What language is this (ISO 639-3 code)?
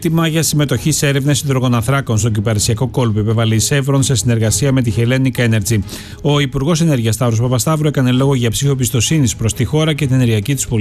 ell